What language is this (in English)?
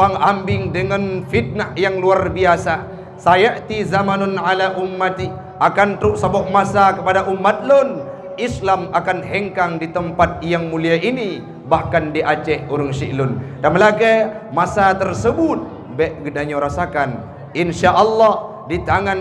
Achinese